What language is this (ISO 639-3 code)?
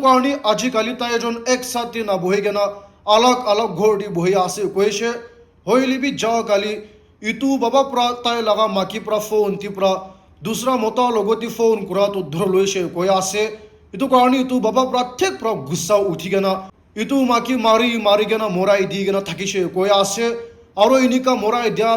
nag